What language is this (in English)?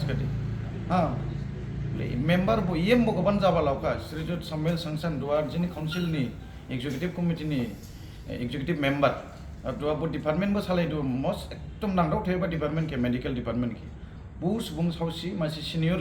Dimasa